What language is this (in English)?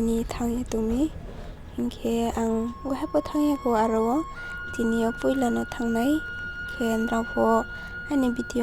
Riang (India)